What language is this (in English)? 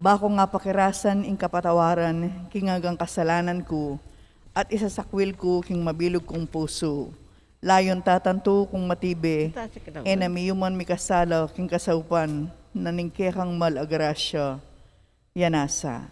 Pampanga